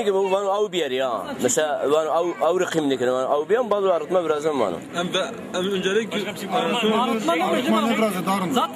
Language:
Zaza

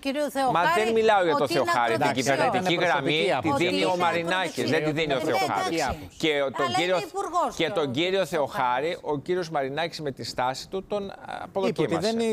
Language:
Greek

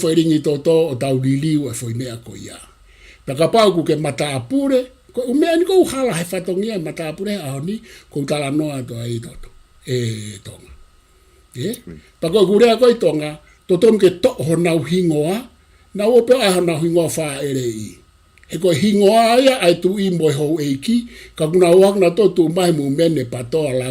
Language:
Tongan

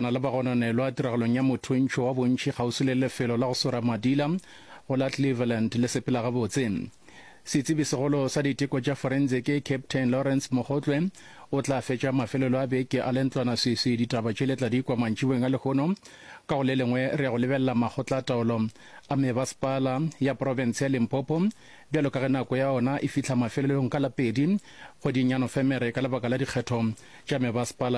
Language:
Northern Sotho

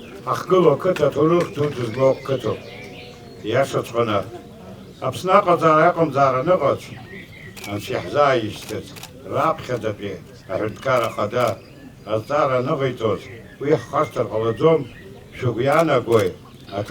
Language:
Abkhazian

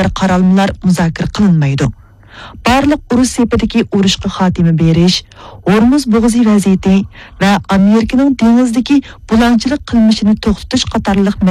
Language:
Uyghur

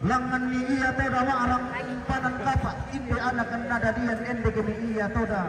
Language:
Toraja-Sa'dan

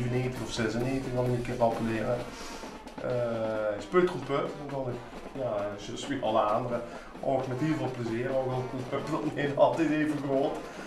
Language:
Limburgish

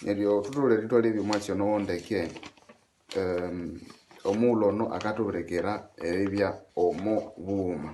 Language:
Nande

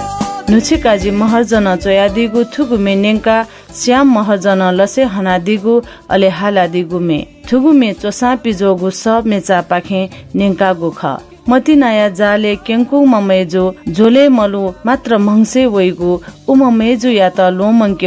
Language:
Newari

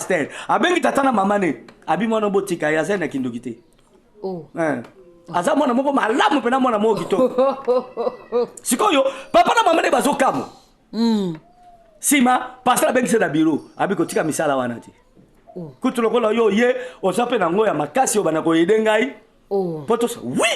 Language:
Lingala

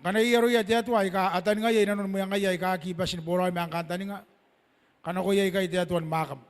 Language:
Gilbertese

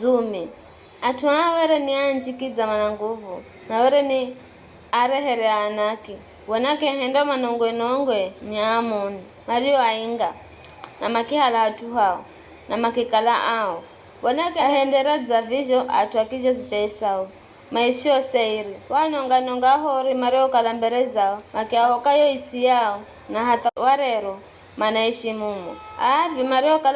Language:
Giryama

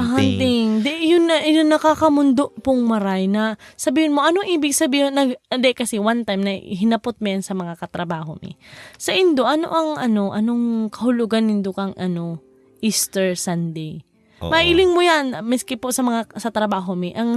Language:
Bikol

